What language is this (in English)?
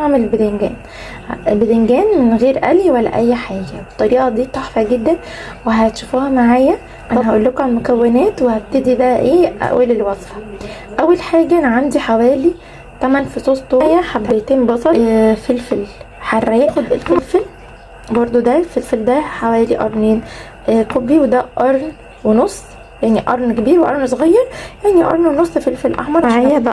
Egyptian Arabic